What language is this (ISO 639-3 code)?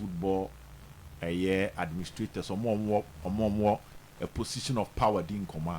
aka